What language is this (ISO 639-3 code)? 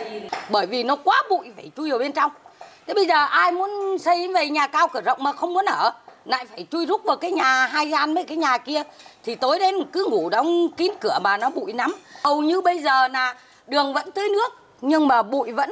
vie